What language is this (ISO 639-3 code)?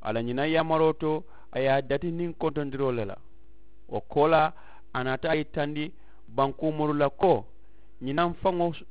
man